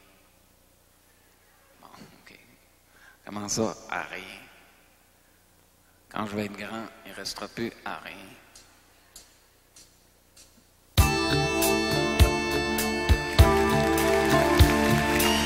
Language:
French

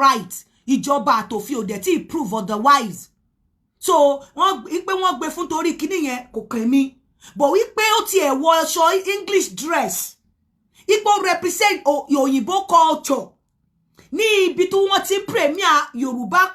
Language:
Yoruba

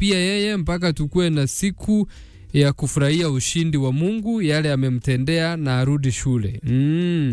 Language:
Meru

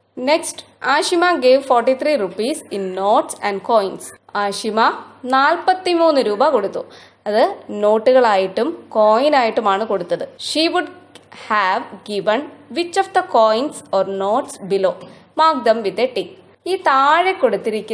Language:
Malayalam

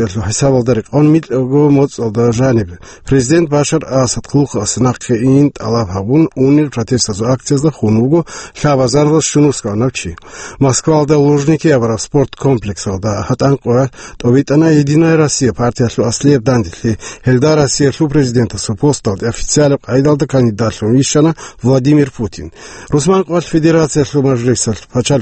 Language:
Avaric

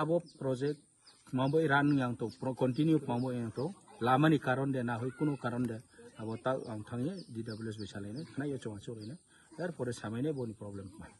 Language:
Kok Borok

